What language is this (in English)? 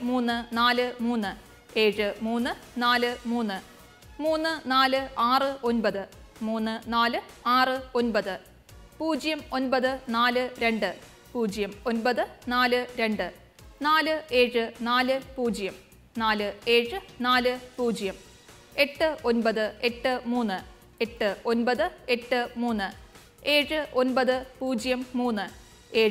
Malayalam